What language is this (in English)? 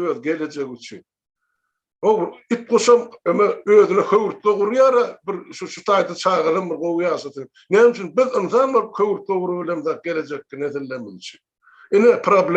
Turkmen